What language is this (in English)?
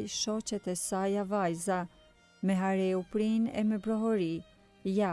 Albanian